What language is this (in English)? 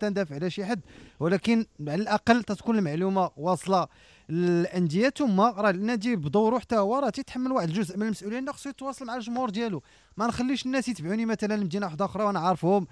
Moroccan Arabic